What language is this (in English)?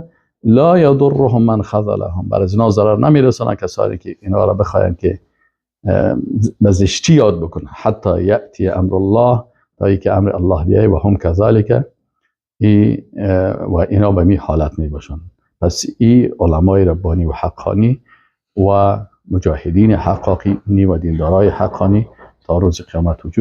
Persian